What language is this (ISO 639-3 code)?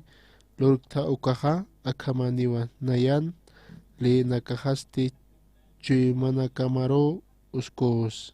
aym